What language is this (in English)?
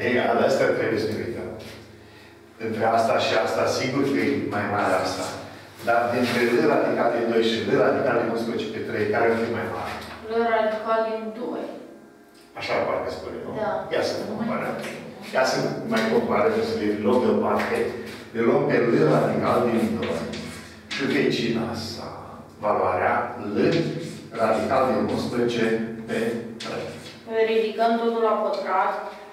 Romanian